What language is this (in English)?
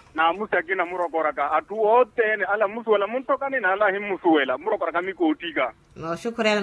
Makhuwa